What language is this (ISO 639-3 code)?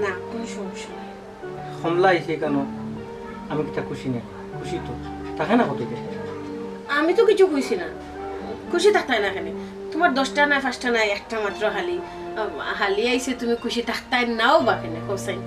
syl